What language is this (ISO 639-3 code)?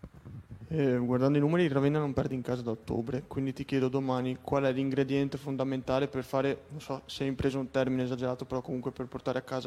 ita